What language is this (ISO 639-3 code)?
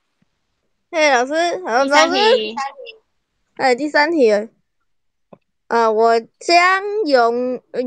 zho